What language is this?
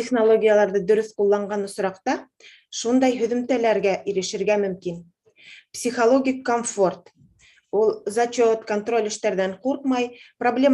Bashkir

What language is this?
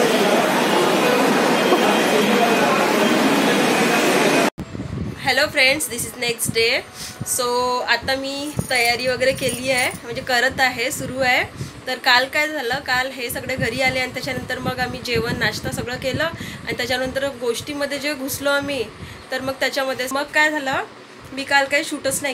Marathi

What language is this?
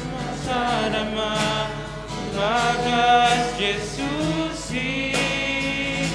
Batak Simalungun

